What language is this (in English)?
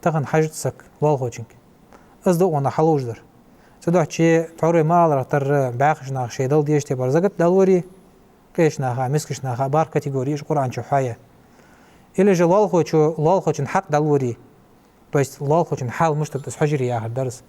Ingush